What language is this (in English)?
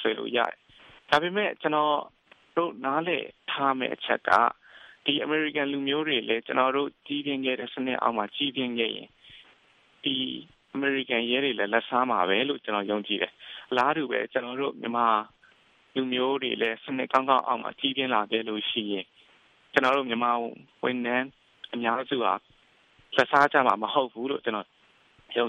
Burmese